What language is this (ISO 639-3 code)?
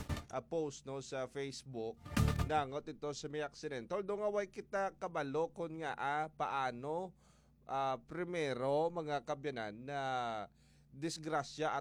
hil